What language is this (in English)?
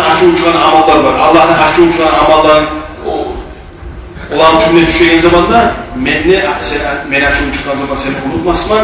Kumyk